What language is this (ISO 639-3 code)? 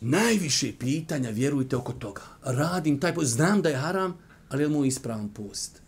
bos